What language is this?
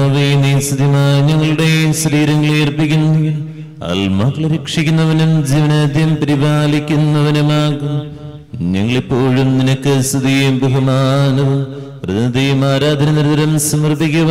Malayalam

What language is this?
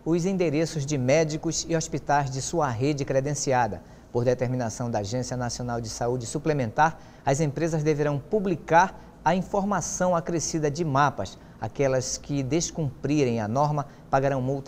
Portuguese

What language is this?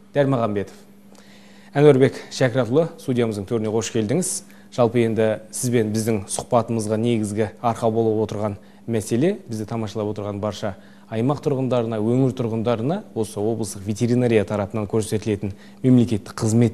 Kazakh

